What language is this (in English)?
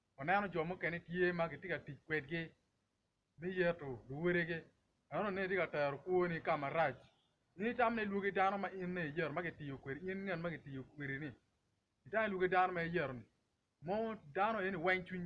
Acoli